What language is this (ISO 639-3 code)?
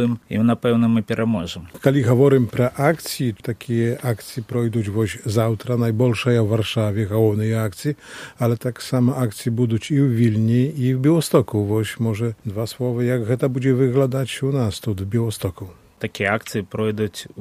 bel